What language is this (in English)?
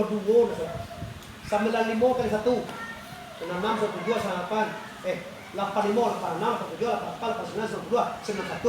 Minangkabau